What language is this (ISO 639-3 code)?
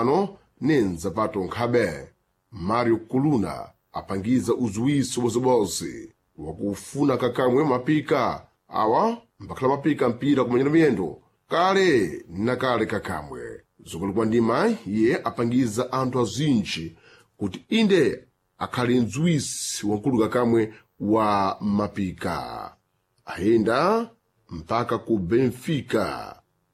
seh